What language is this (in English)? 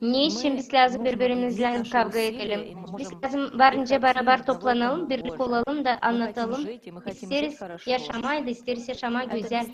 Gagauz